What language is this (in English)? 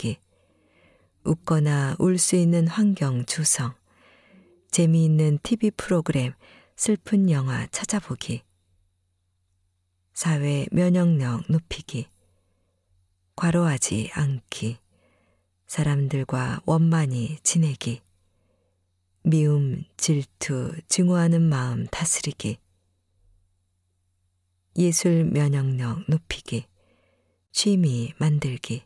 Korean